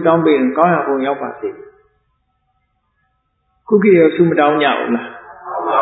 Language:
Burmese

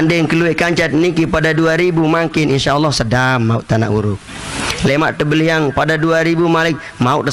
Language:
Sasak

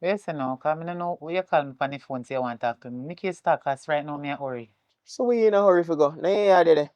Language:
Jamaican Creole English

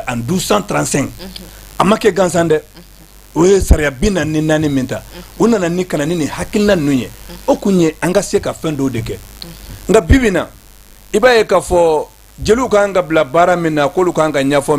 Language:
Bambara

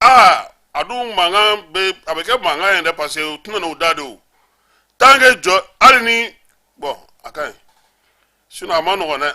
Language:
Bambara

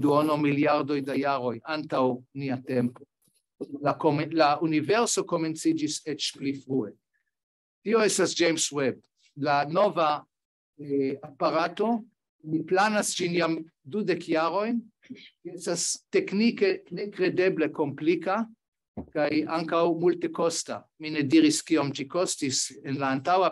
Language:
Esperanto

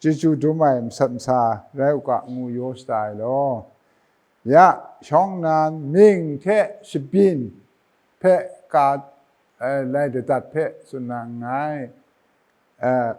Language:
Kachin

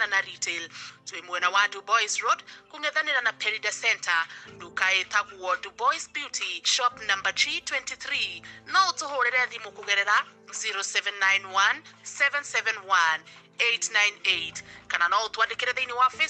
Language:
Kikuyu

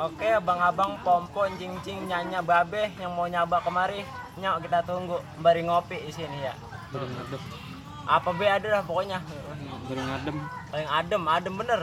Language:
Betawi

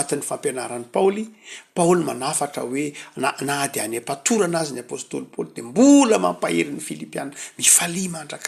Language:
Malagasy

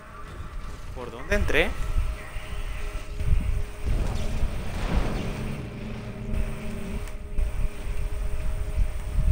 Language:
Spanish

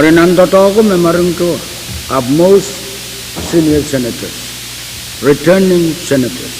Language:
Pohnpeian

